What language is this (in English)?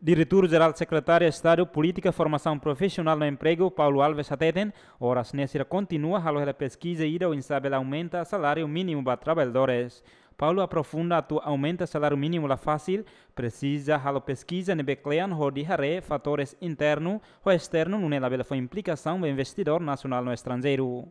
Tetum